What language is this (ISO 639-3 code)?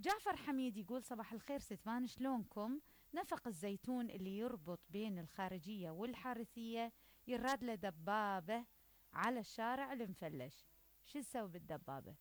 acm